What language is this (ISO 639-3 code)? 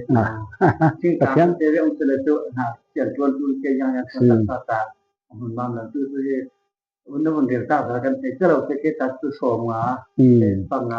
cfm